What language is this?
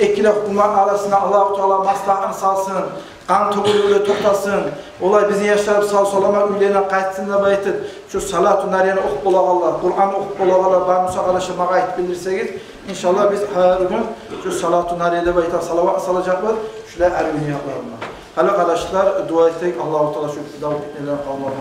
Kumyk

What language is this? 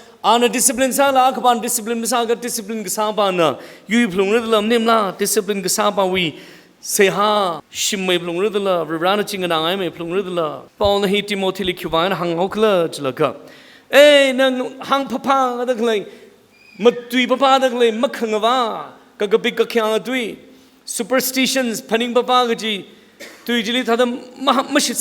Tangkhul Naga (India)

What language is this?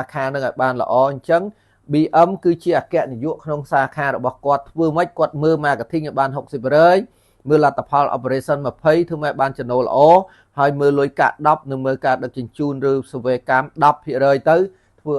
Khmer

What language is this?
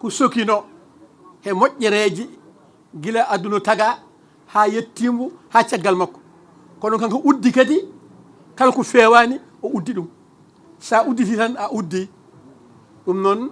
Fula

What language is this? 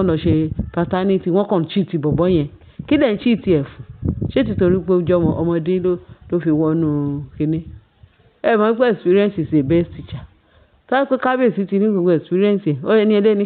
Yoruba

